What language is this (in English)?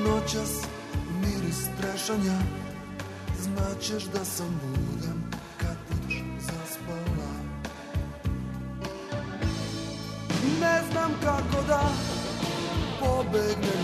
Serbian